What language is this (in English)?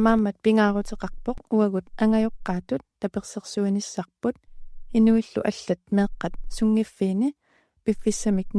Kalaallisut